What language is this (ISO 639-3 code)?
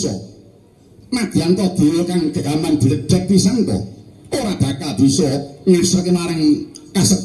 jav